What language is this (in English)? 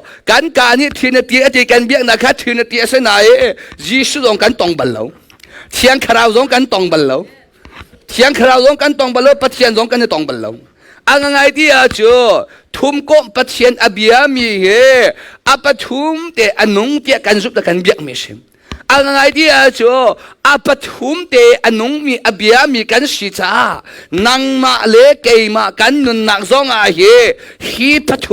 Hakha Chin